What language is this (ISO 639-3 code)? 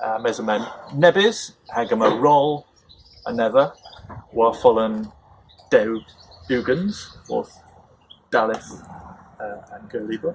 cor